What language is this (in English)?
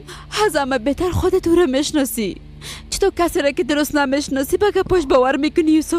Persian